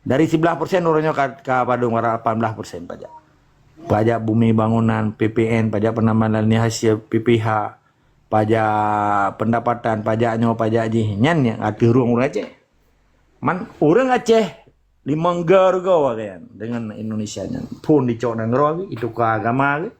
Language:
Achinese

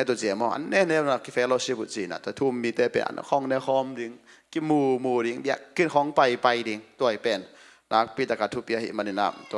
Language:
Tedim Chin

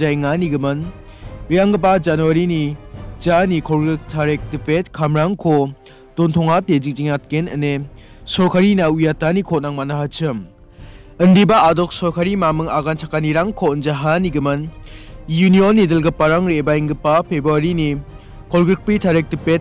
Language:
Garo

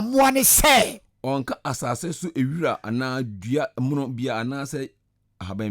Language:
Akan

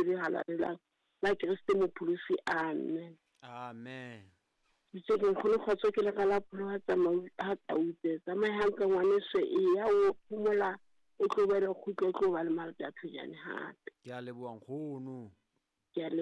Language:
Southern Sotho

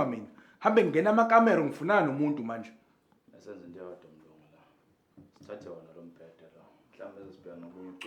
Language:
Zulu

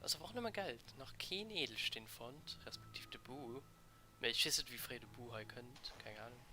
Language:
Luxembourgish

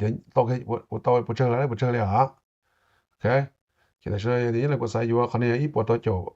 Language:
Hmong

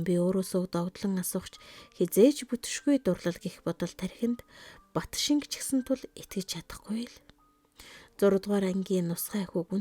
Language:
Mongolian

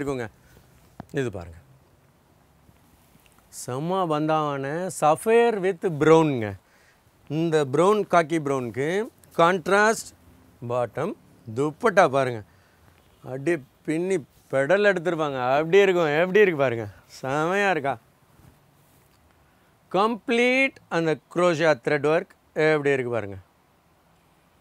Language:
Tamil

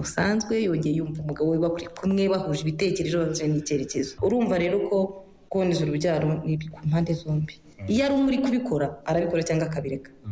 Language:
Kinyarwanda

